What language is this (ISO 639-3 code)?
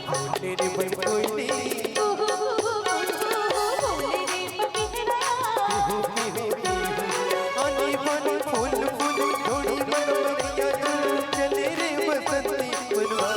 hne